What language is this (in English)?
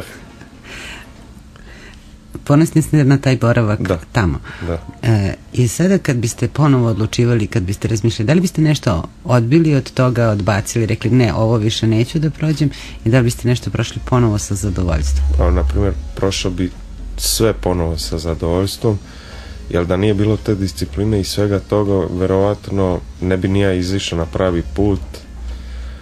Serbian